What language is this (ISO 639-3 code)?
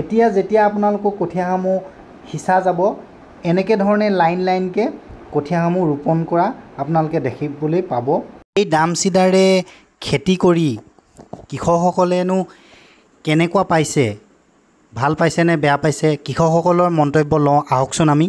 asm